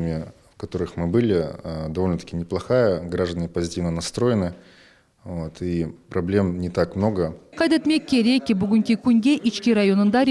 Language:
Crimean Tatar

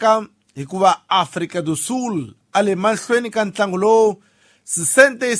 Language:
Tsonga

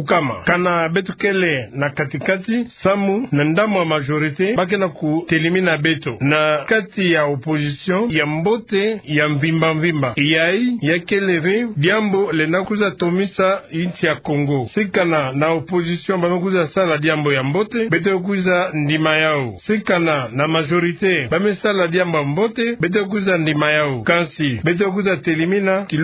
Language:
Kituba (Democratic Republic of Congo)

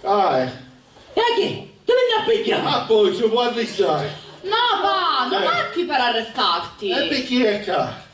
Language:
Sicilian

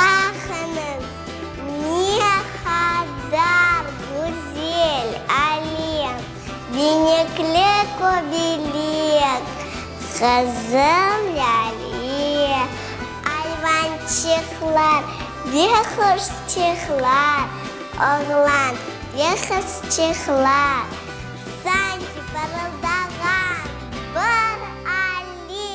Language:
Crimean Tatar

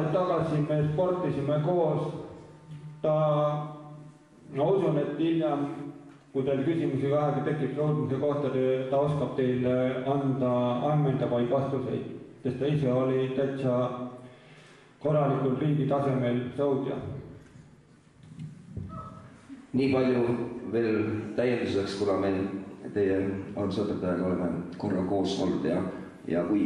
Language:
Estonian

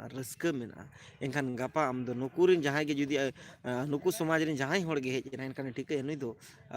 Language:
Santali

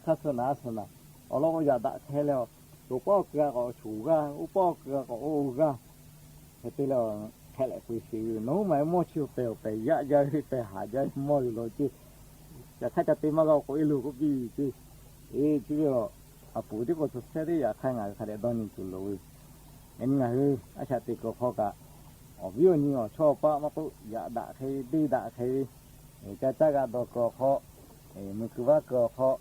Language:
Lahu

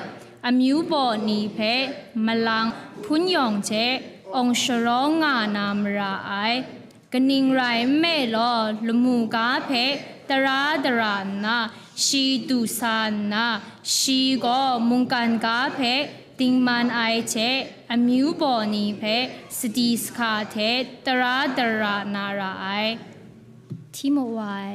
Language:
Kachin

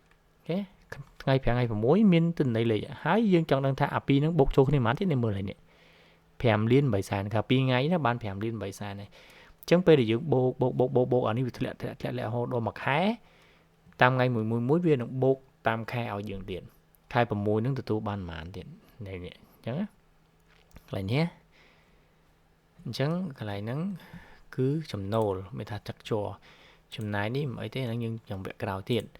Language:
Khmer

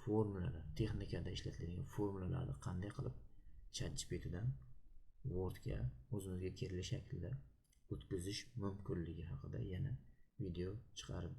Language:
Uzbek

